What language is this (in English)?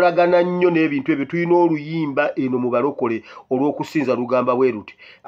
Ganda